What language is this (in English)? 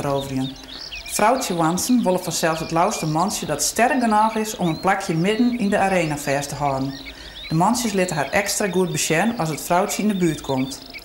Western Frisian